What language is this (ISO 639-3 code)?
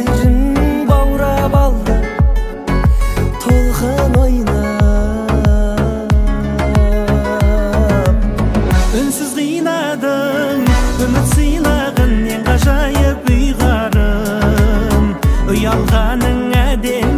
kaz